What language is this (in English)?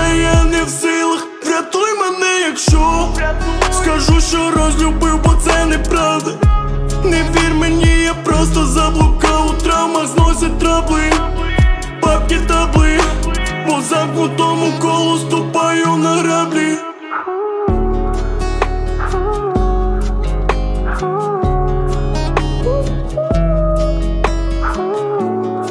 Ukrainian